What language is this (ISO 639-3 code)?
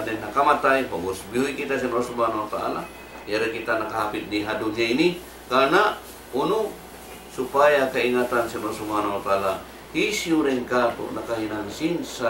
tsg